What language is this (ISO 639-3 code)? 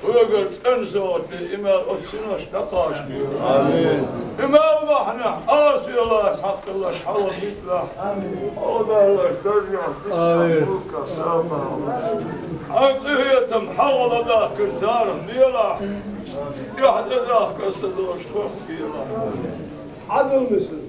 che